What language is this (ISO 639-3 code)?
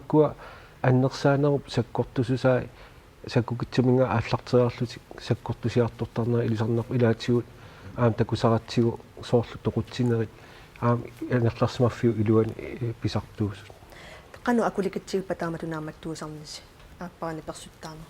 kal